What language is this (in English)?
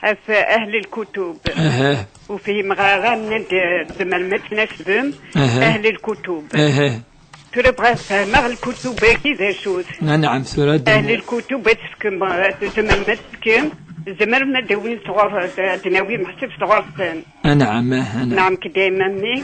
Kabyle